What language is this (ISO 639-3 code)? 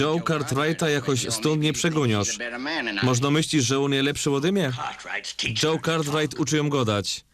szl